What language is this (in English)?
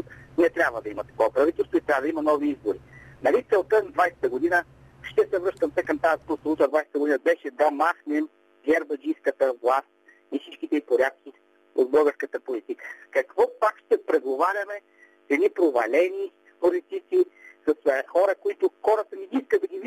Bulgarian